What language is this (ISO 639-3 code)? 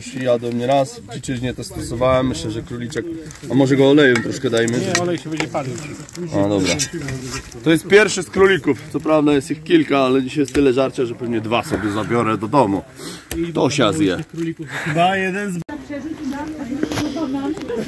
pol